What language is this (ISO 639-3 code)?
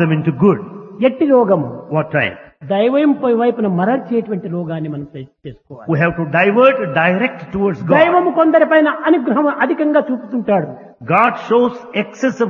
tel